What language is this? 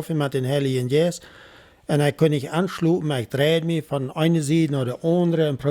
Plautdietsch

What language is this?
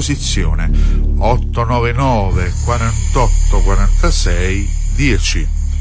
Italian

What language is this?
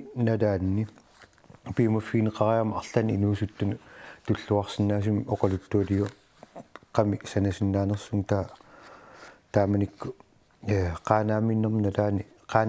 Kalaallisut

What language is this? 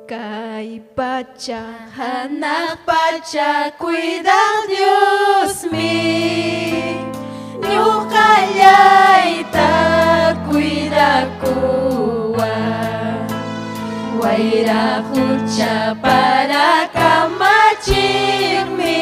Ayacucho Quechua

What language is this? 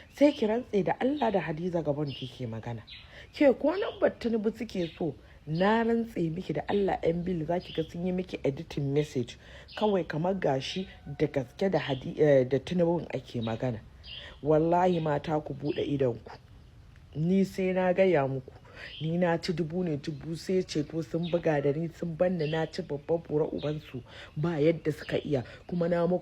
Hausa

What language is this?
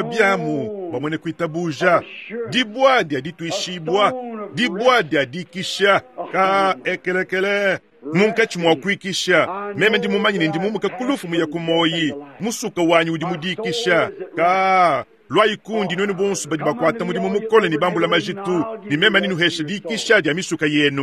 Luba-Lulua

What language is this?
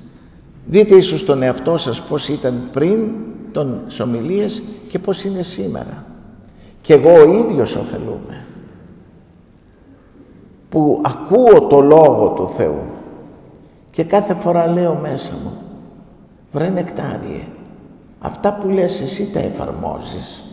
Greek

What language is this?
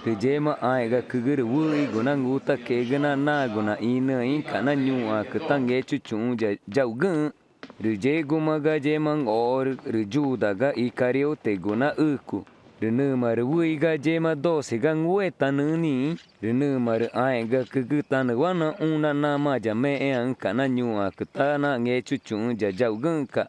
Ticuna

